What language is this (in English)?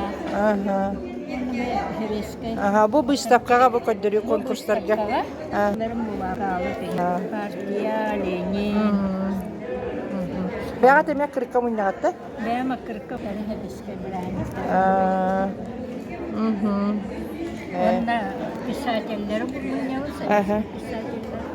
Yakut